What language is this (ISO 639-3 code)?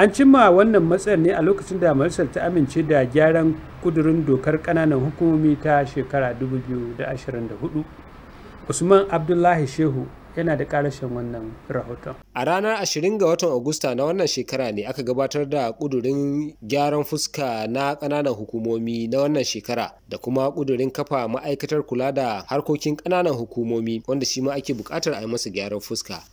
hau